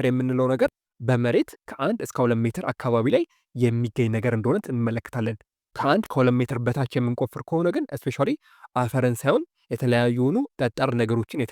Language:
Amharic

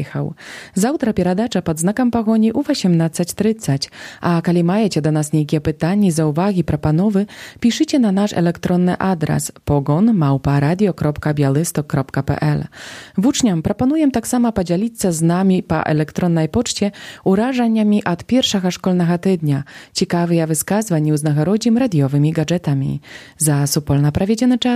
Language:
Belarusian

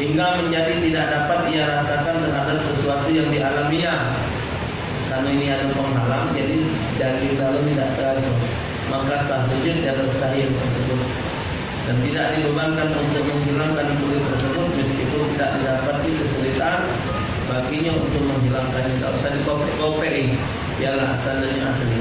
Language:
Musi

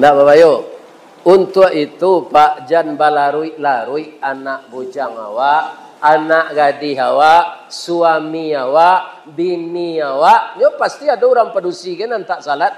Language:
Minangkabau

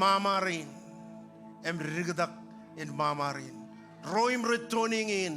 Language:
Marshallese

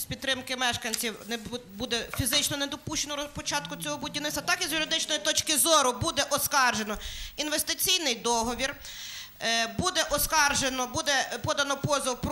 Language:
Ukrainian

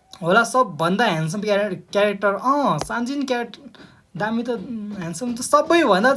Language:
Nepali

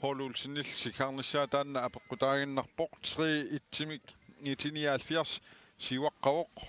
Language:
Kalaallisut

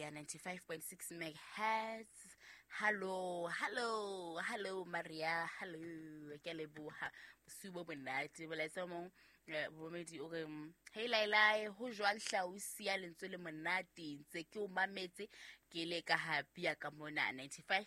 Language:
Southern Sotho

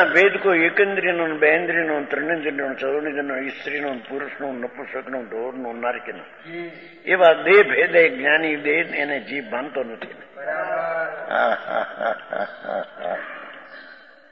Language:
Gujarati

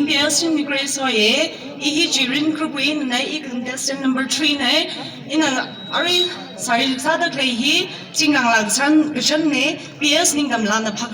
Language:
Tangkhul Naga (India)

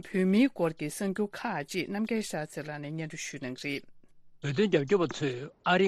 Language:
Tibetan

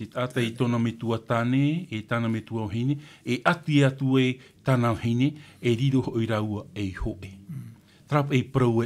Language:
Tahitian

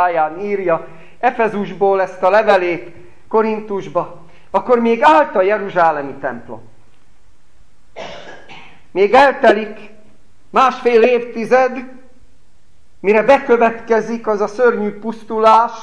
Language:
Hungarian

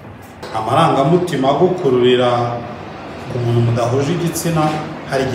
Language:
Kinyarwanda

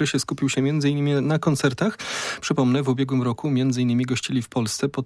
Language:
Polish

